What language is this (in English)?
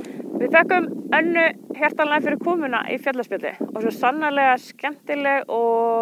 Icelandic